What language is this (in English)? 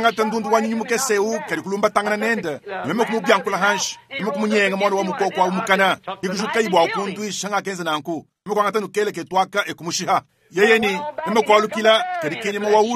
Luba-Lulua